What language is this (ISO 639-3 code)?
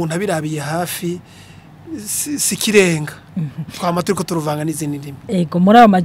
run